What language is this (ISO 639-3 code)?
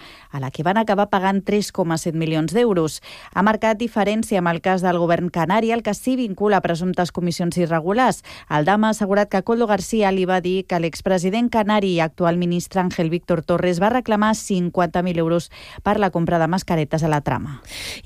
cat